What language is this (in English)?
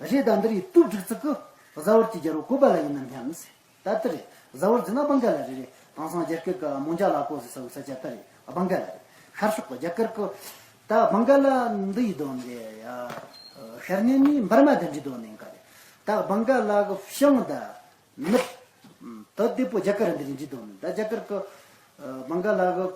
Tibetan